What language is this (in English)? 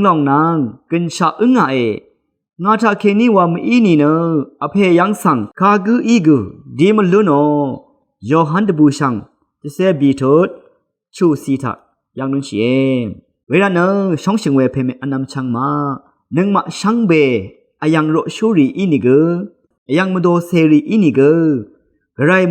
Rawang